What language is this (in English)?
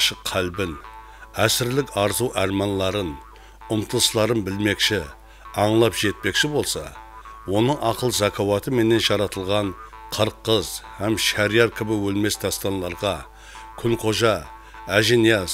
Kara-Kalpak